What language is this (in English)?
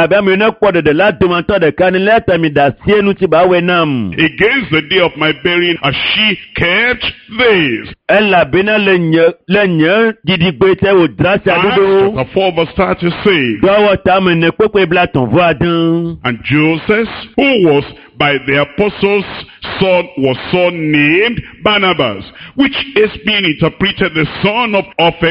Ewe